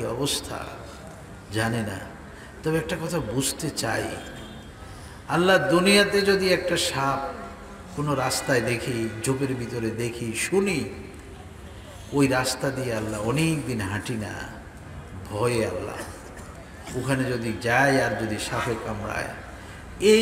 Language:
Bangla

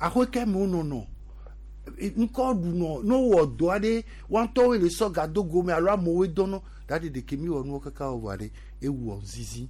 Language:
Gen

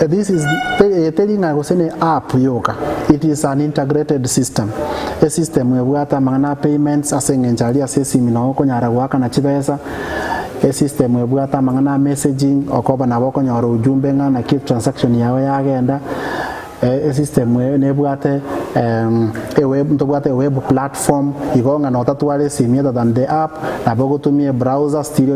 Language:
Gusii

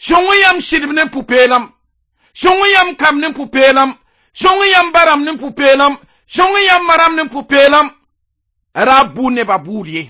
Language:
Mossi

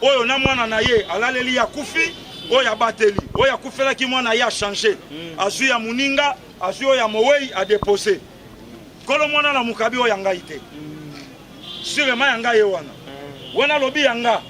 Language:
Lingala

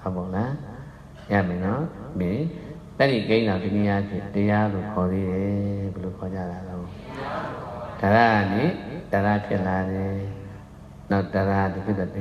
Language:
Burmese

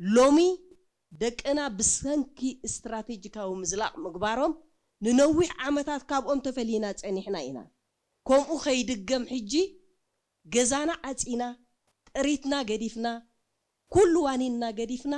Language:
Tigrinya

